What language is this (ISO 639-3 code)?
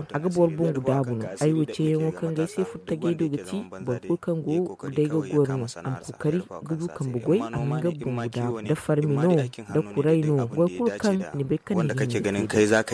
dje